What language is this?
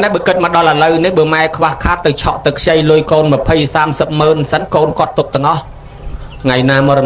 Khmer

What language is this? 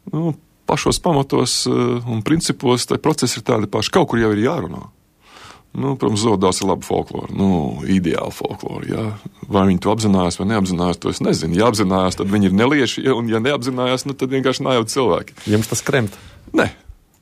Latvian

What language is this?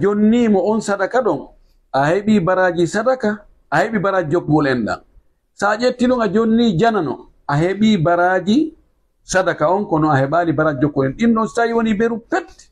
Fula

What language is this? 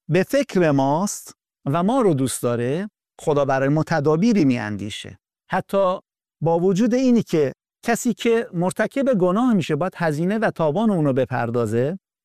Persian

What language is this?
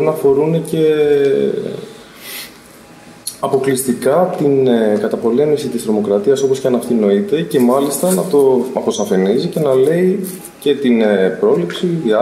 Greek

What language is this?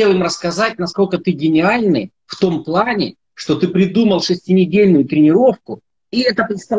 Russian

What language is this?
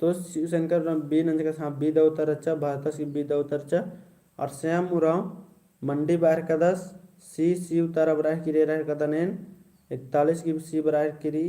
Kurukh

